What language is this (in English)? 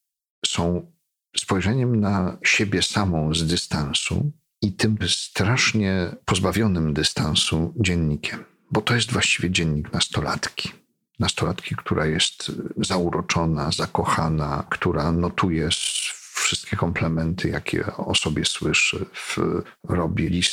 Polish